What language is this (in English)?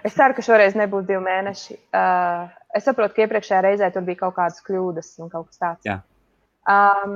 Latvian